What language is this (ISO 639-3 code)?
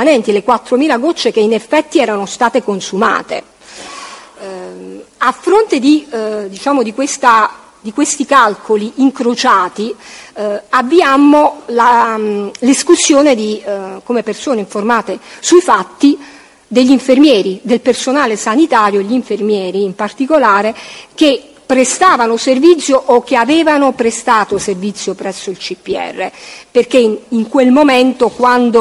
ita